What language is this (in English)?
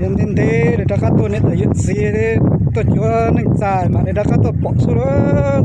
Hmong